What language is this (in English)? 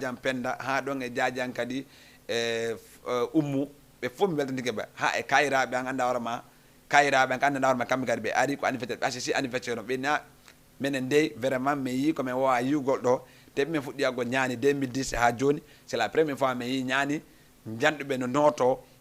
Fula